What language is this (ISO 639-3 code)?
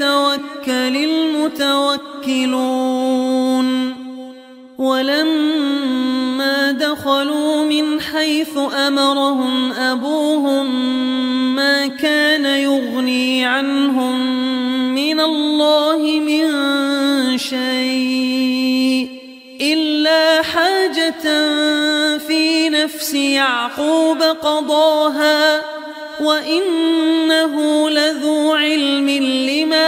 ara